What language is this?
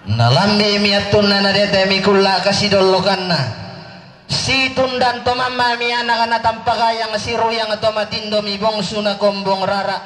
Toraja-Sa'dan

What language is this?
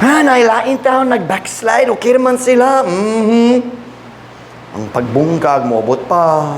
Cebuano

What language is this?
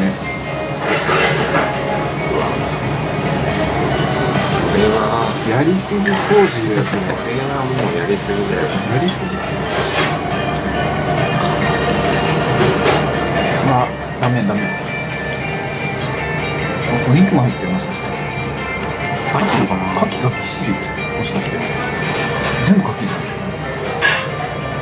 Japanese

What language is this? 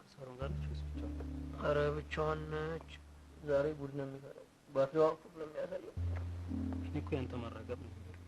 Amharic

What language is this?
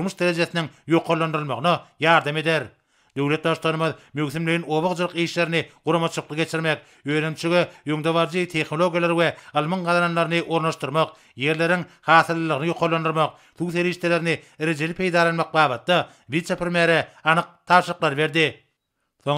Turkmen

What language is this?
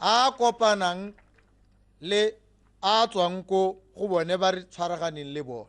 Tswana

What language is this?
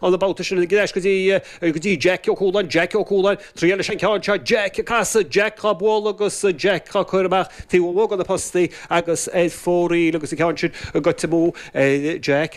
Irish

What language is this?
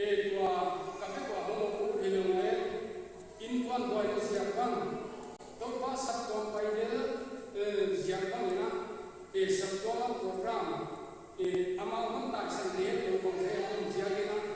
Paite Chin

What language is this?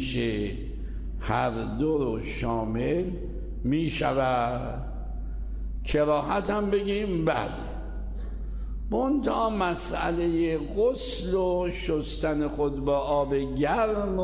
Persian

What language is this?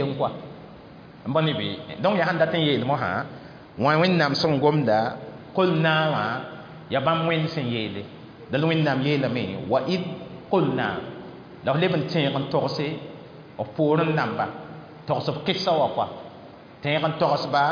Mossi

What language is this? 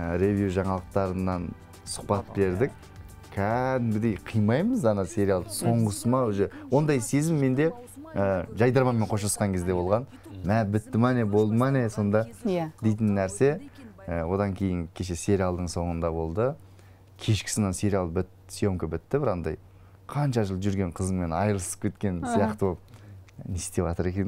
Kazakh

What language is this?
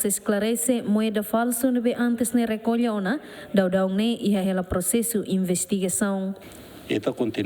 Tetum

